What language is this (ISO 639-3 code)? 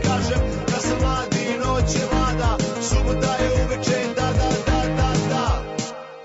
srp